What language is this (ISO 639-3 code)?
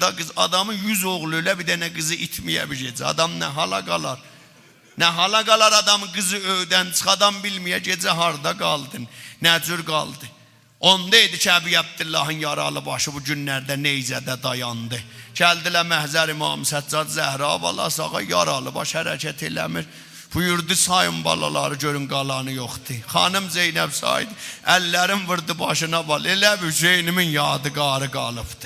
azb